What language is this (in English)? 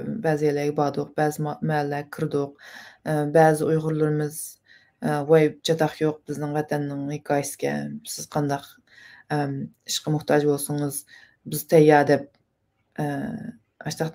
Uyghur